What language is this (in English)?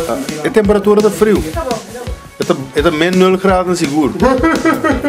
Papiamento